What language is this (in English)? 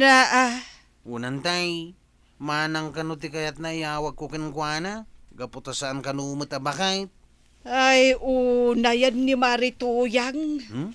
Iloko